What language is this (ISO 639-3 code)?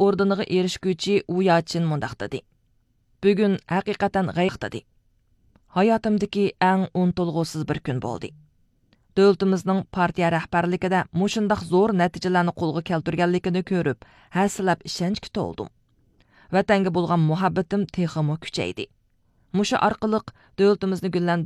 uig